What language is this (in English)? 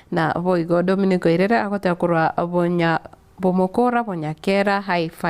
Gusii